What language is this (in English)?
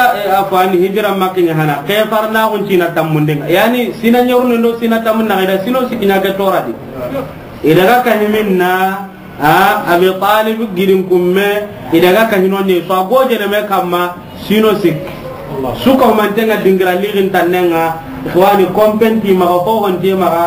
Soninke